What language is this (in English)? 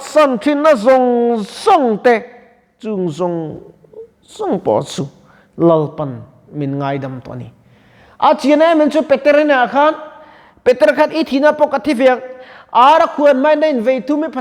Mizo